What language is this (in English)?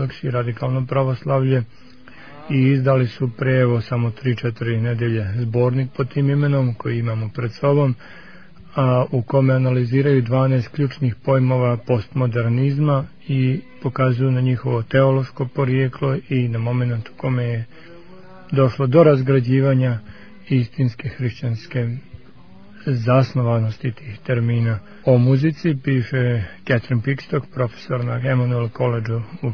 Serbian